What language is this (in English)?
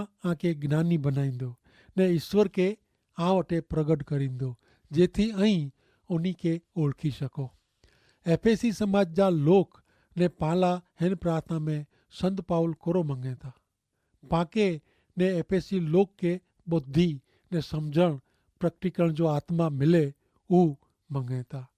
Kachhi